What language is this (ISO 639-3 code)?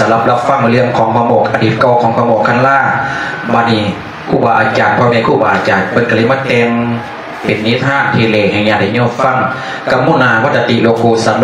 lao